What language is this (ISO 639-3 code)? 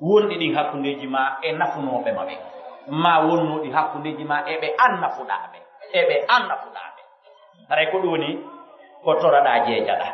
fuf